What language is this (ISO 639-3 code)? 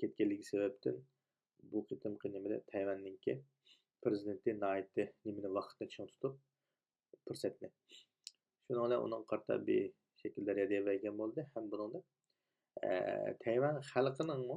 uig